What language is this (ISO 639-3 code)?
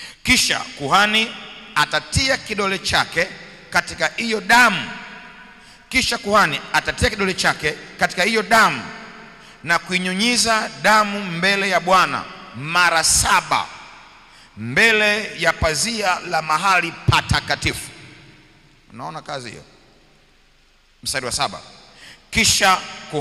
swa